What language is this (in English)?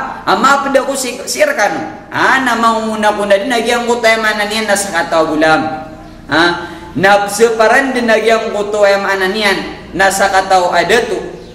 Maranao